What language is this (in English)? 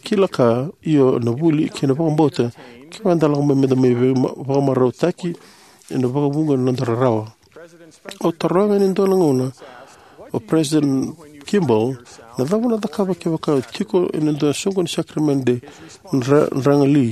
Fijian